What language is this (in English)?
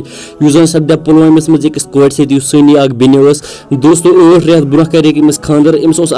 Kashmiri